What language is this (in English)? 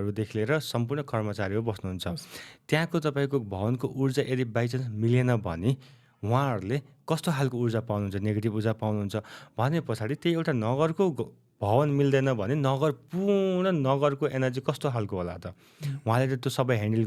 Nepali